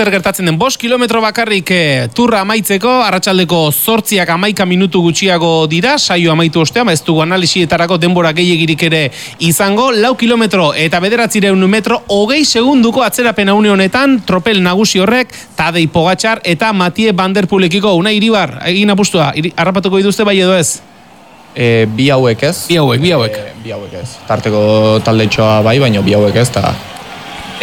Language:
Basque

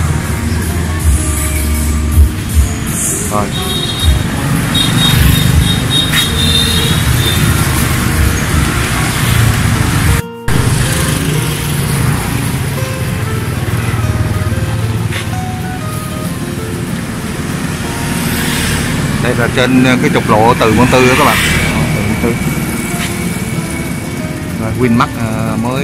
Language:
Vietnamese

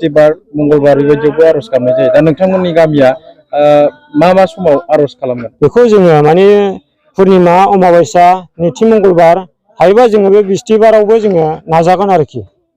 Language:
Bodo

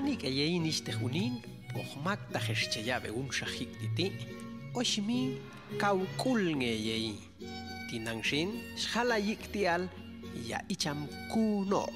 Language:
Popti'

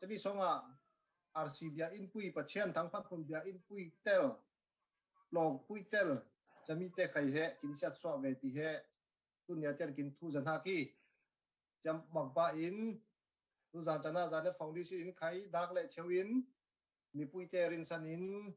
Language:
Falam Chin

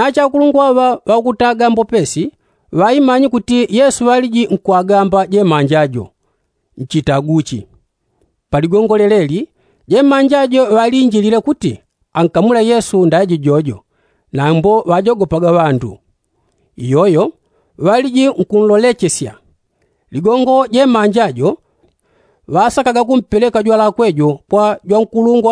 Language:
Yao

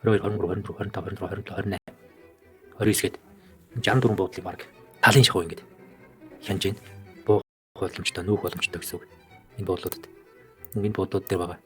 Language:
Mongolian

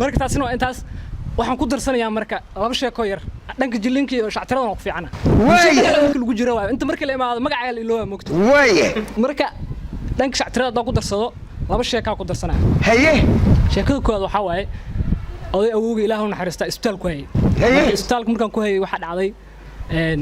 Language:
Somali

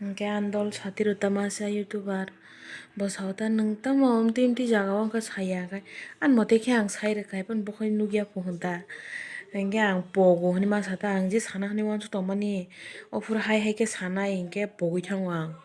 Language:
Kok Borok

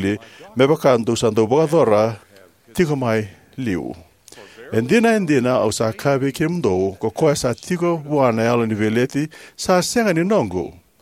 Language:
Fijian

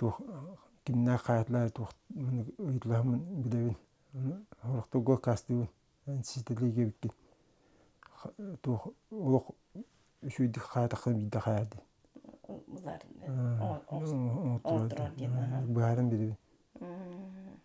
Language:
Yakut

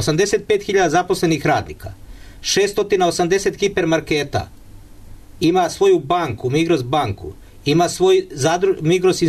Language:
Serbian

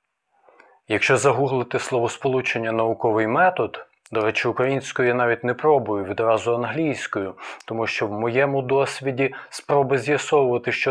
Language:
Ukrainian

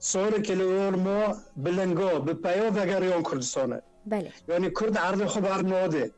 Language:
Kurdish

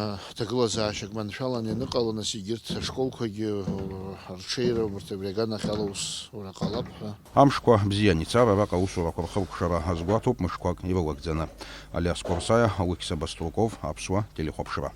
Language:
Abkhazian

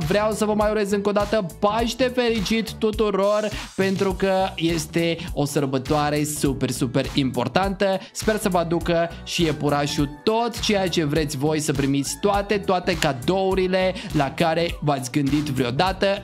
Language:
Romanian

